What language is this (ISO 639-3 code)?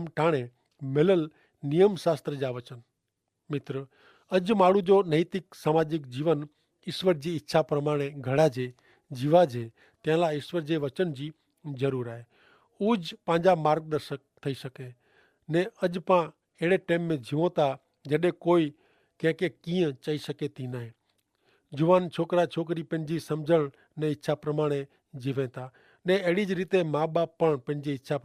kfr